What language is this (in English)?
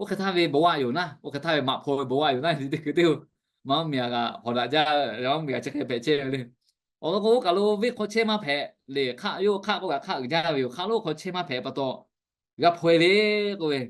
Lahu